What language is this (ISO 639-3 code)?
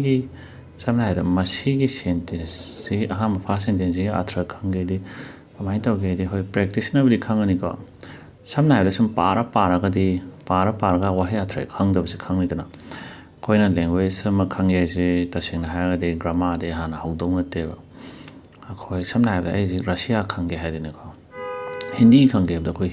mni